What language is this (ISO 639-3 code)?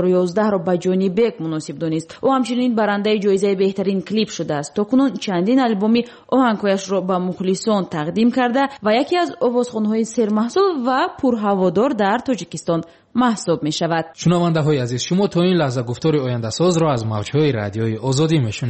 tgk